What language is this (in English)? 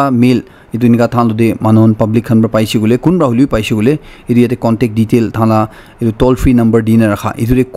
Naga Pidgin